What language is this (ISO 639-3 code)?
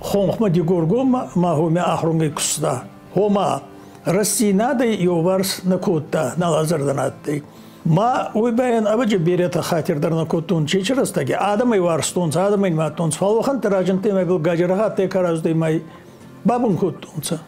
oss